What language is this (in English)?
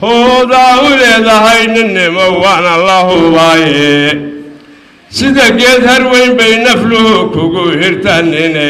Somali